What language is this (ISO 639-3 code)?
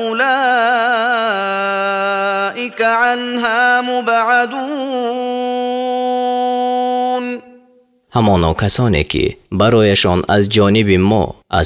tgk